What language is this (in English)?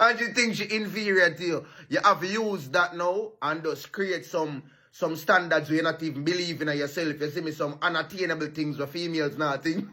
Jamaican Creole English